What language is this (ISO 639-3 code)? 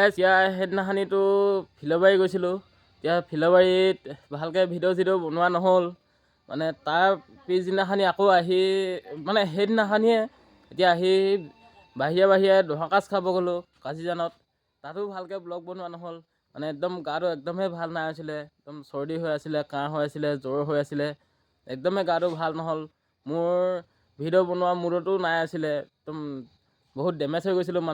asm